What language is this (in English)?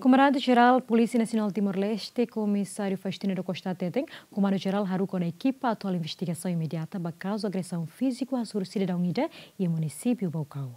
Tetum